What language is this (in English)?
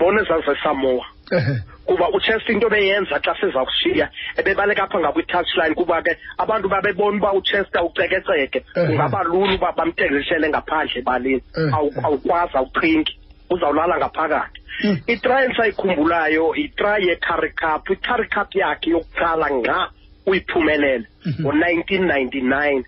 Xhosa